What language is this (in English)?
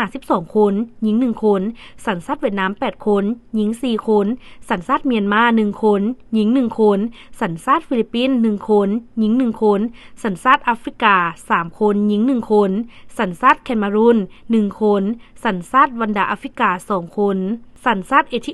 Lao